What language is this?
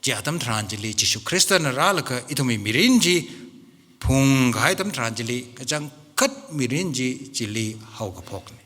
Tangkhul Naga (India)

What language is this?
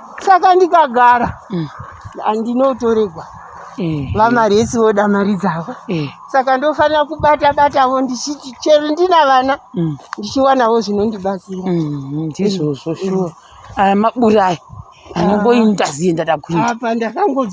Shona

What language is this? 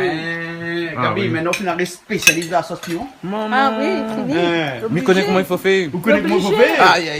Réunion Creole French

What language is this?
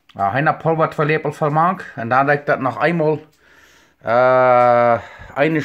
Plautdietsch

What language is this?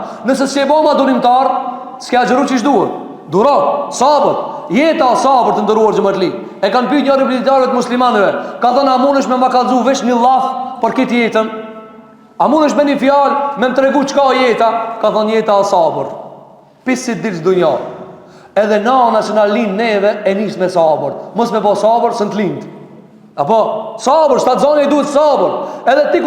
Albanian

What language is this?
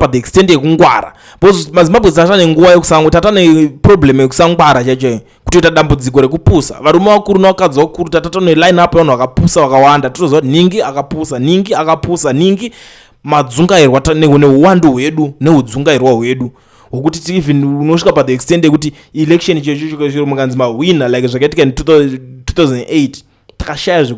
Shona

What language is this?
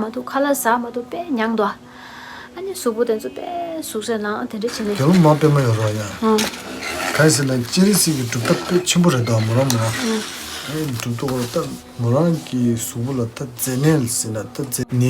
Tibetan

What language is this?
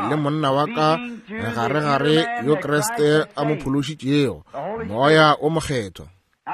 Northern Sotho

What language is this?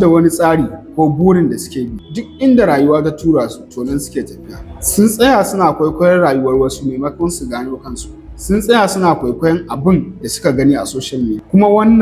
Hausa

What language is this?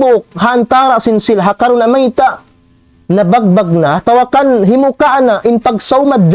Tausug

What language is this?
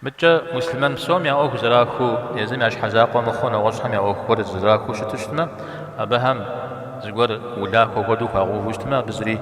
Kabardian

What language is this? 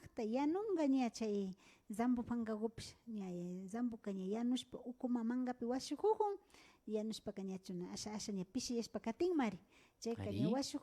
Imbabura Highland Quichua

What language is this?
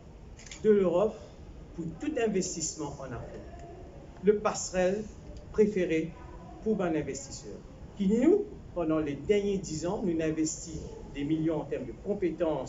Morisyen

